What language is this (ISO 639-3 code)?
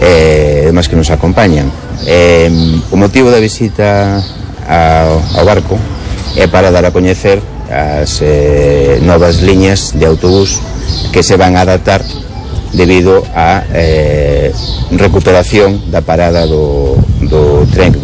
glg